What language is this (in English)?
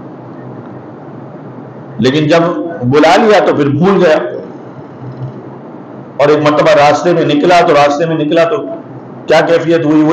Urdu